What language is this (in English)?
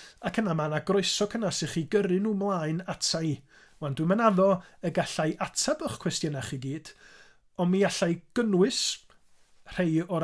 Welsh